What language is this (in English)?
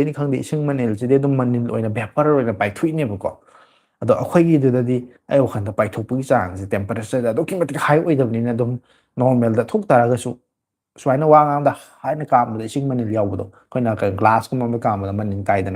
Manipuri